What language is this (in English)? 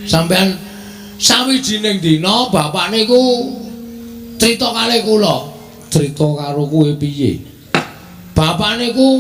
Javanese